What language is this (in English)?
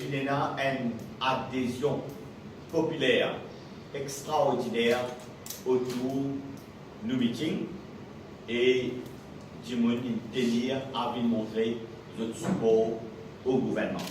Morisyen